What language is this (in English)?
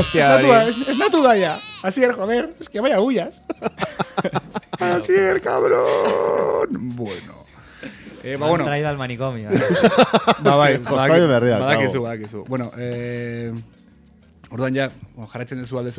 Basque